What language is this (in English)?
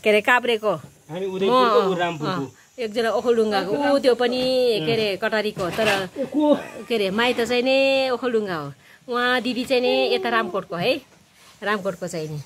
Nepali